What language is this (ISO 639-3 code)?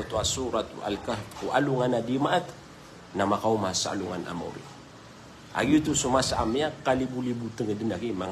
mrw